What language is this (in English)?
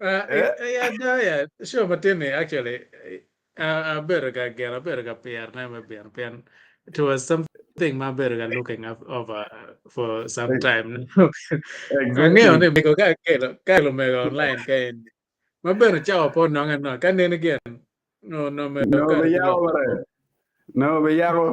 Acoli